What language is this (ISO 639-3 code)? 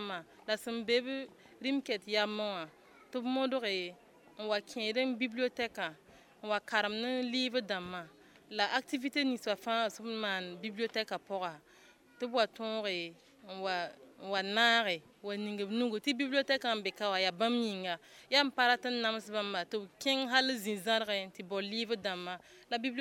mos